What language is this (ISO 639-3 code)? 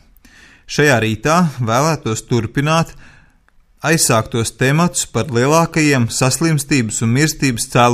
lav